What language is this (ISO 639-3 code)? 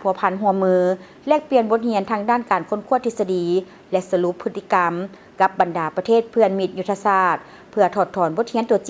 lao